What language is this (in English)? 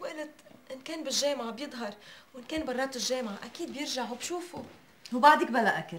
North Levantine Arabic